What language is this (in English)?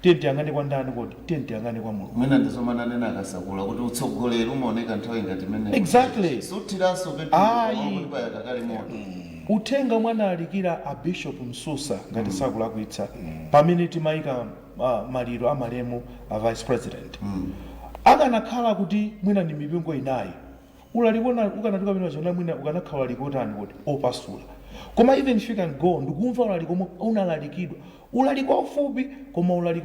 Nyanja